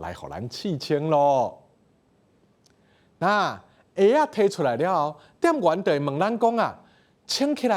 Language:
Min Nan Chinese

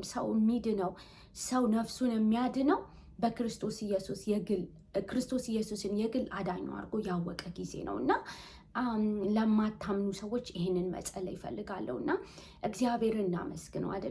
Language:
Amharic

